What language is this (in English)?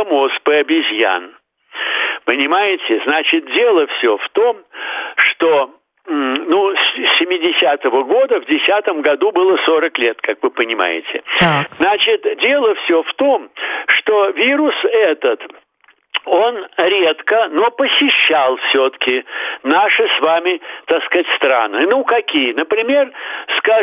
Russian